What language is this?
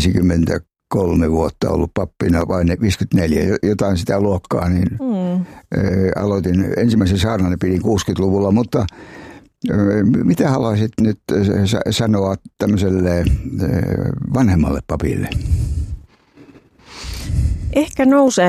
Finnish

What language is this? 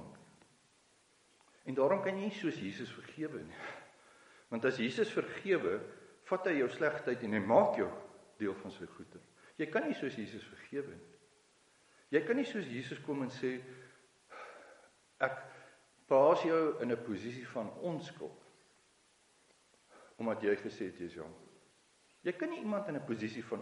Afrikaans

